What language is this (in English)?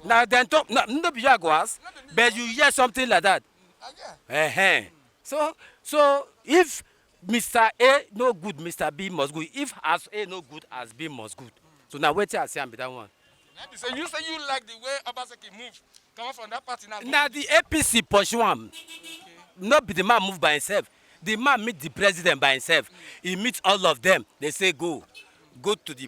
Nigerian Pidgin